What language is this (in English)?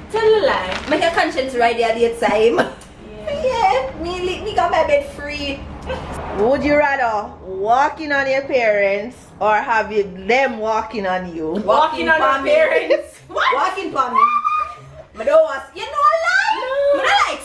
Jamaican Creole English